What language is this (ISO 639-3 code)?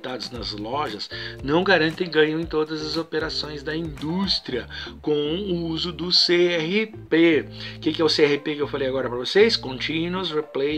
por